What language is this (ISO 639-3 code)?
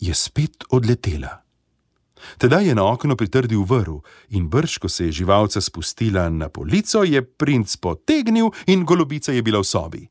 slv